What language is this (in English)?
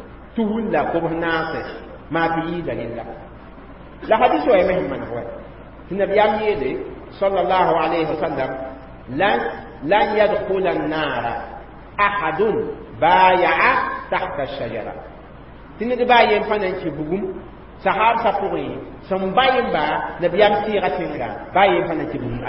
Mossi